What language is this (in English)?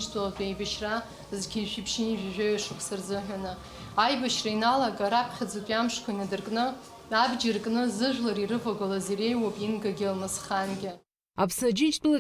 Abkhazian